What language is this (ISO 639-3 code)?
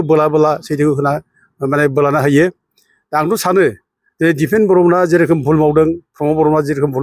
brx